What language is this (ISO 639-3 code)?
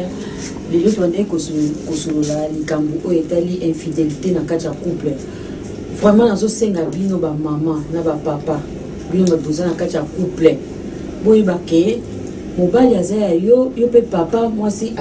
lin